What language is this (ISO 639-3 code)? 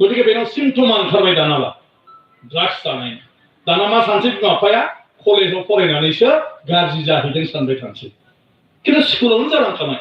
brx